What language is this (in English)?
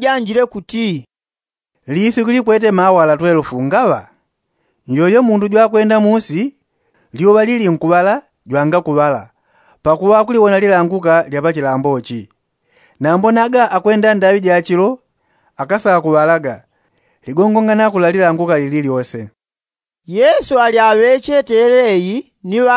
Yao